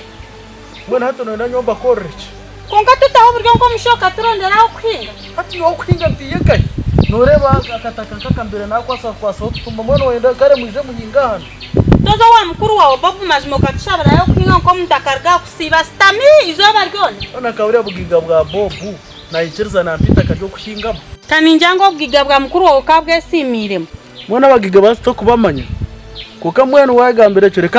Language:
Nyankole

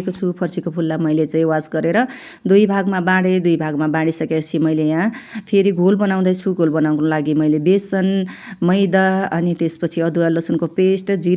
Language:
Nepali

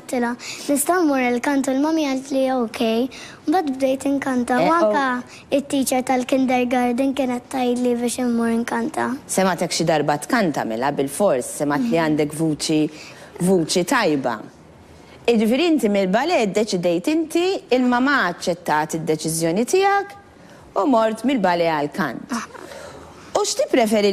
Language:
Maltese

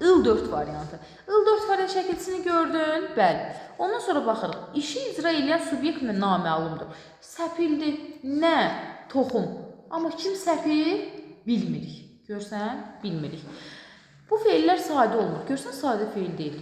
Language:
Azerbaijani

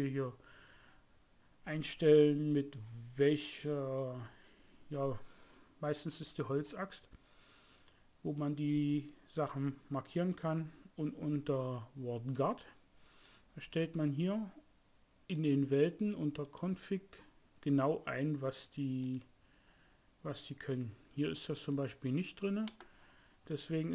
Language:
German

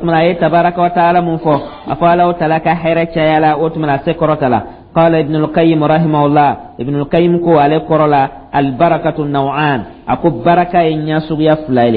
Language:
Dyula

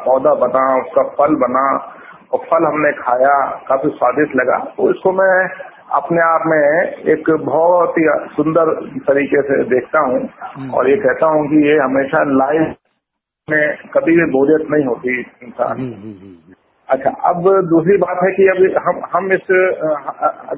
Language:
Hindi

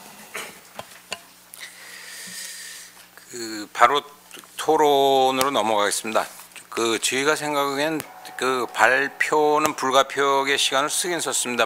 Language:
Korean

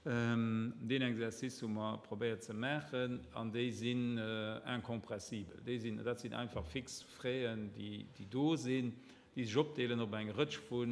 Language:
Luxembourgish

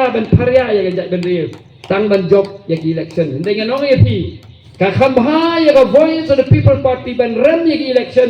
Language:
Khasi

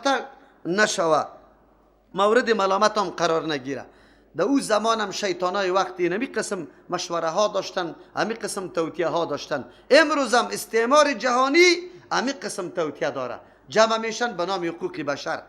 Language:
Persian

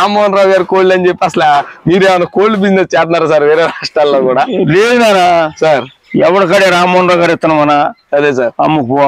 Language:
Telugu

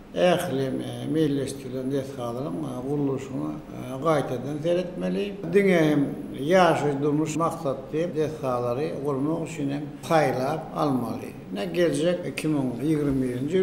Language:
Turkmen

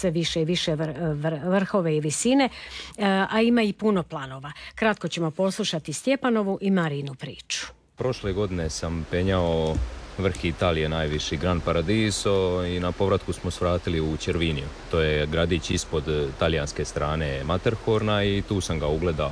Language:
Croatian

